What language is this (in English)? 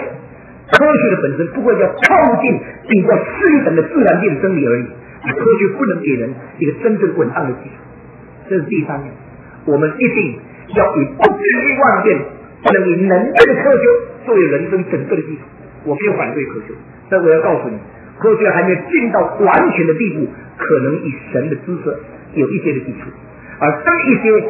Chinese